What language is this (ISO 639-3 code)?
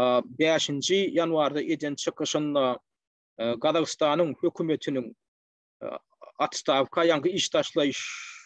tuk